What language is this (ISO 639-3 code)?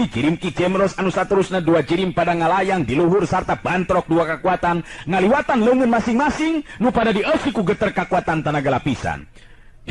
sun